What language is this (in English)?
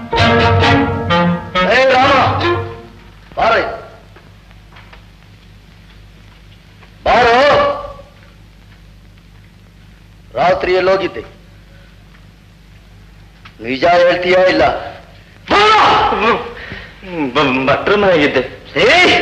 Kannada